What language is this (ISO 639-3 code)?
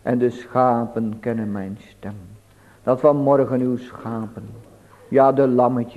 nld